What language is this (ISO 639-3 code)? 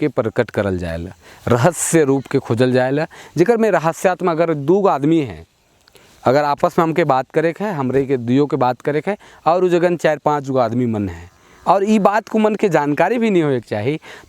sck